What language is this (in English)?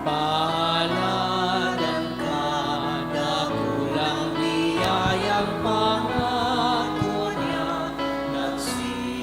Bikol